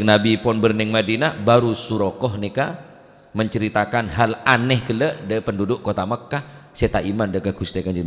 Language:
Madurese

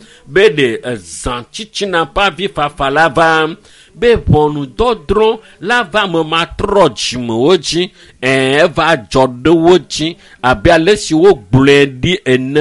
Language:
Ewe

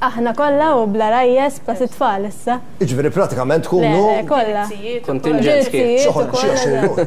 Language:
Maltese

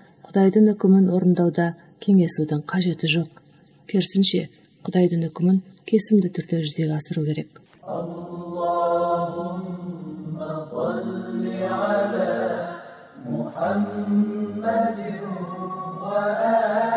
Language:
Kazakh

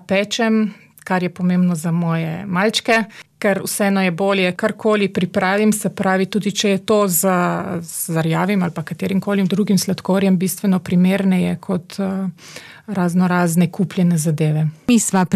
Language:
Slovenian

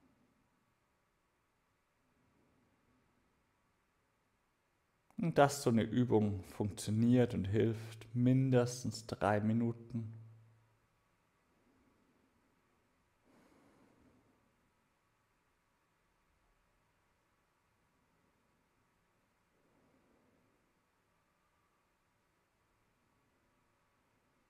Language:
German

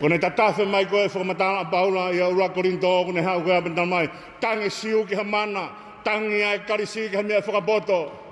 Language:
Tongan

